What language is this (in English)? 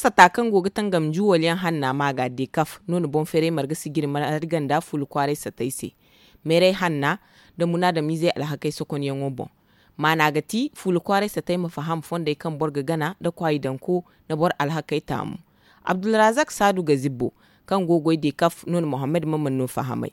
Zarma